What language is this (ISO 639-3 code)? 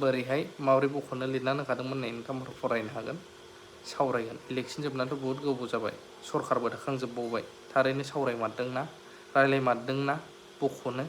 brx